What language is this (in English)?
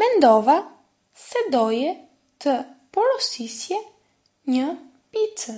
Albanian